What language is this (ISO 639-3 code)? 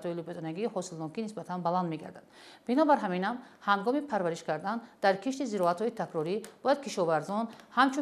tgk